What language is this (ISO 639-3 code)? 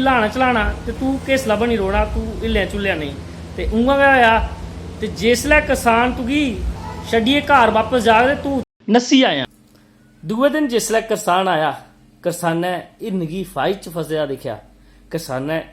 doi